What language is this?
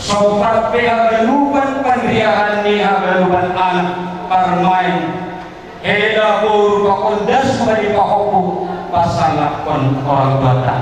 Batak Simalungun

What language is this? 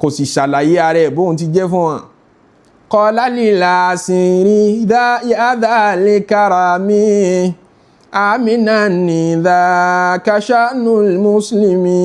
Yoruba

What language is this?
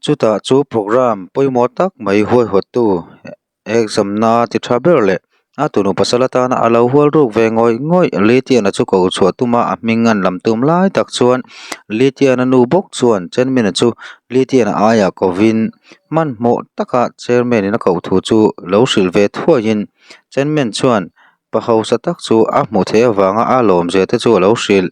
Mizo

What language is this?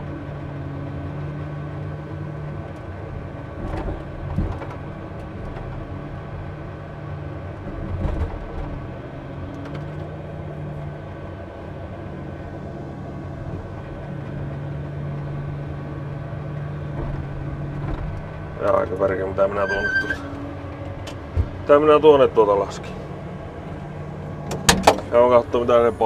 Finnish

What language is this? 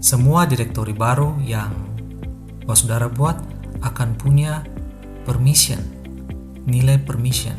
Ambonese Malay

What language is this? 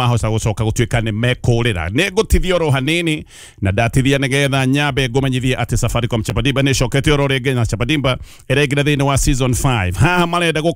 Kikuyu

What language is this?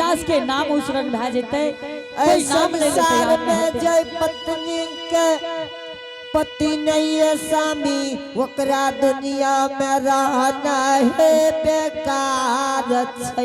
Angika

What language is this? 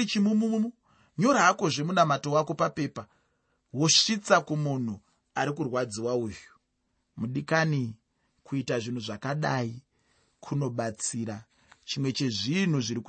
Shona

